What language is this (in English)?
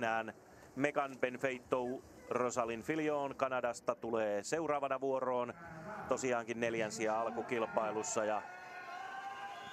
Finnish